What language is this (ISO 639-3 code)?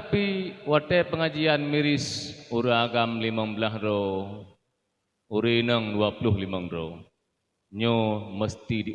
ace